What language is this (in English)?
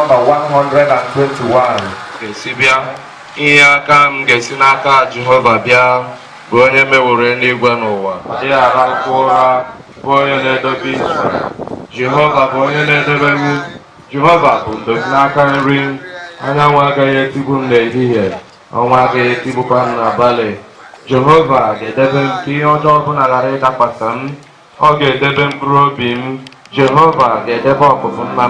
Igbo